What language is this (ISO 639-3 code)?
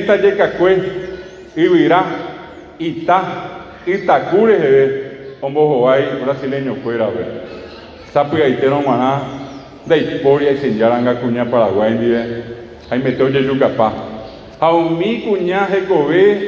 grn